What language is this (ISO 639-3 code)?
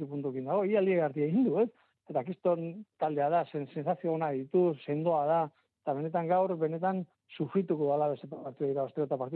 eus